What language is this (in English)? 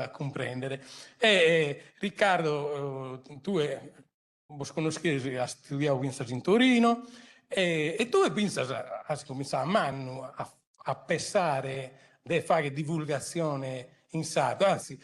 Sardinian